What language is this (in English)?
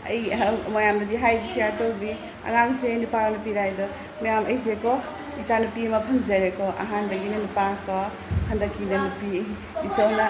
Manipuri